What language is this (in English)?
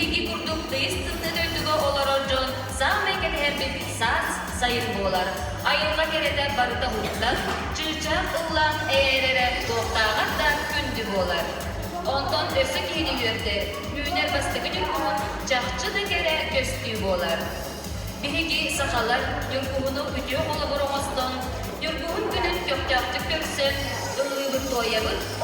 Yakut